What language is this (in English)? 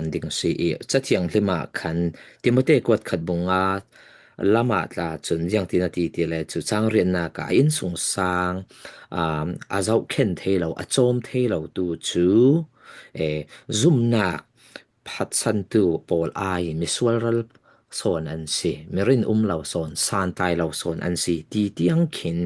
Falam Chin